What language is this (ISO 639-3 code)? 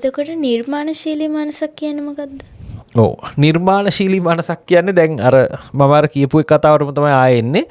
sin